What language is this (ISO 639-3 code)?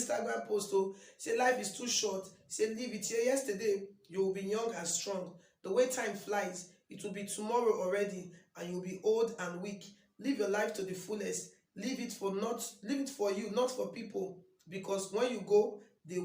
pcm